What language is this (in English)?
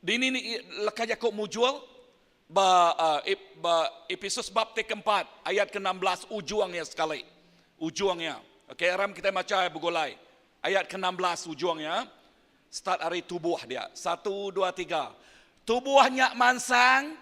Iban